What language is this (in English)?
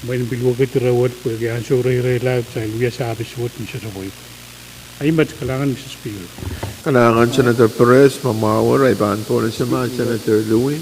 Pohnpeian